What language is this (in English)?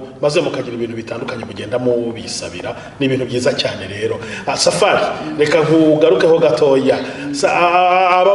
Kinyarwanda